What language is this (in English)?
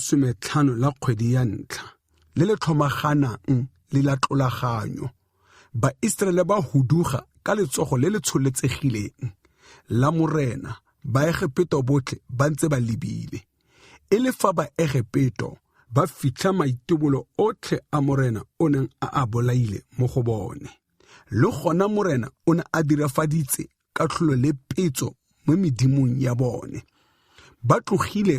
Tswana